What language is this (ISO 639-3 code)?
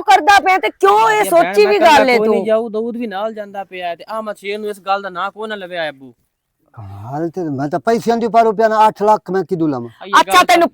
lah